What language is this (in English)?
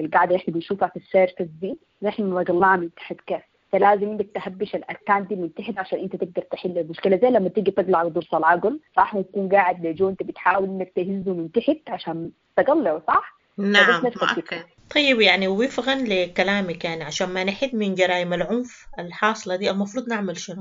Sudanese Arabic